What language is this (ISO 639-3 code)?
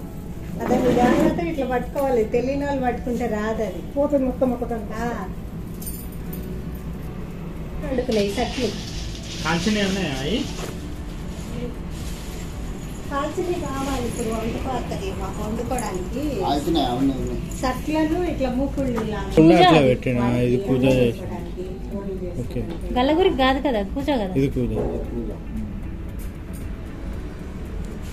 tel